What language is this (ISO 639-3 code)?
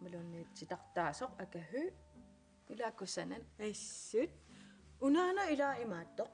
kal